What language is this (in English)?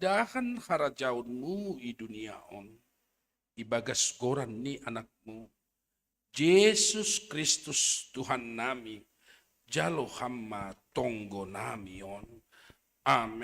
Batak Simalungun